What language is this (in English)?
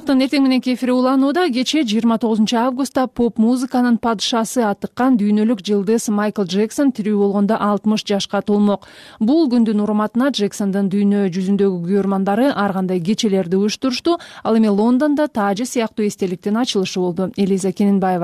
Kyrgyz